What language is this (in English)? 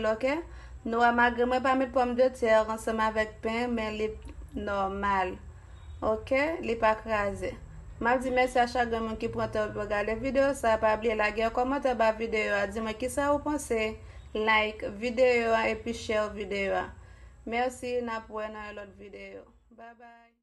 Haitian Creole